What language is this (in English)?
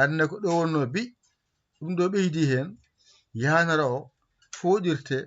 Fula